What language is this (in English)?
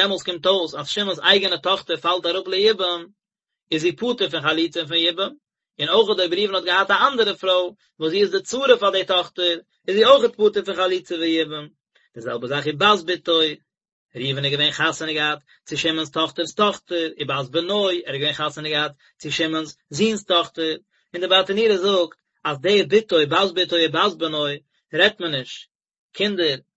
Yiddish